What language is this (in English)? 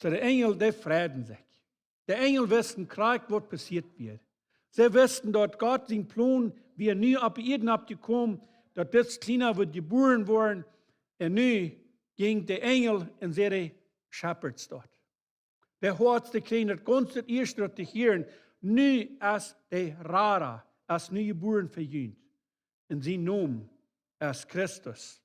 Plautdietsch